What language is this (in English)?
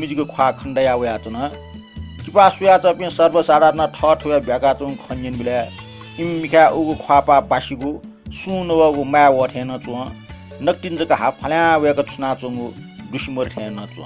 Newari